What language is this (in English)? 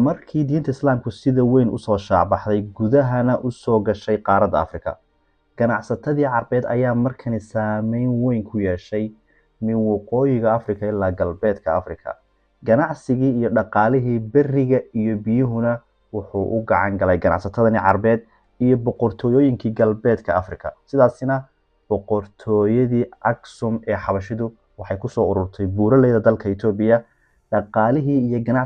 Somali